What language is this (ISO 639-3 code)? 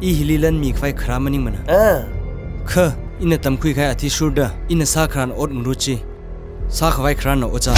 nmf